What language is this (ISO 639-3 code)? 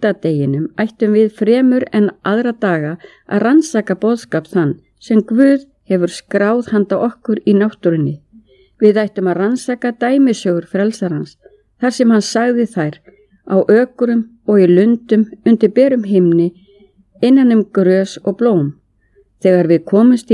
isl